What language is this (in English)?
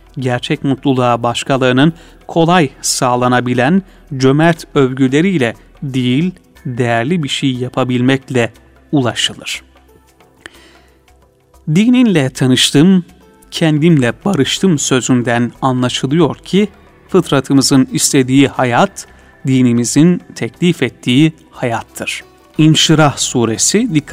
Turkish